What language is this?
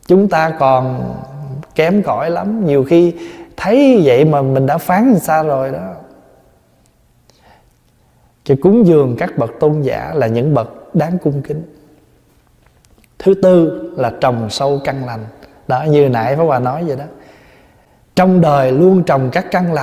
Vietnamese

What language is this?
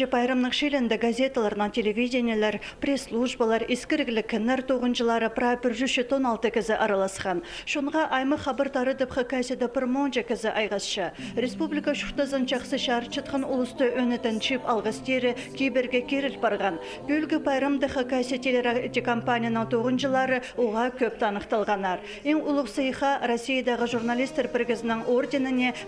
Khakas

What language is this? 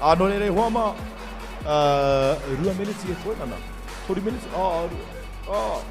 Māori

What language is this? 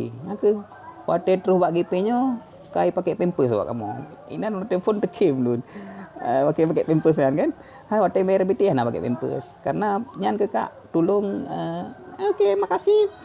Achinese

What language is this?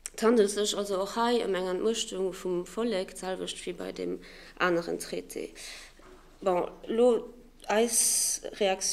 Luxembourgish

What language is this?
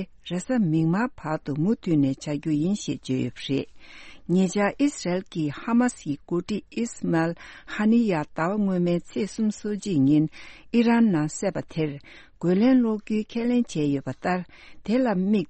Tibetan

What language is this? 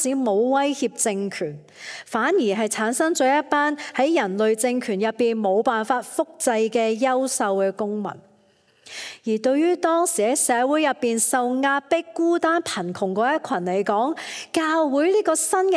Cantonese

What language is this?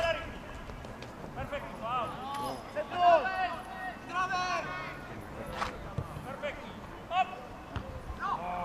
Czech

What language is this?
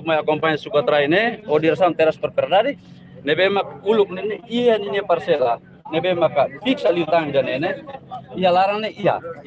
Tetum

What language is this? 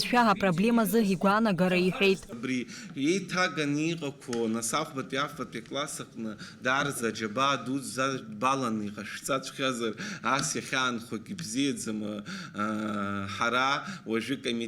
Abkhazian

